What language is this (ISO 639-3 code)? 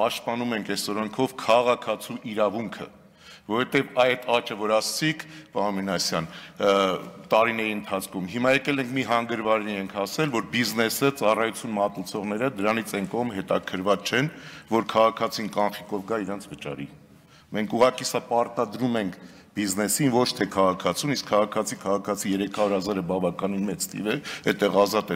hye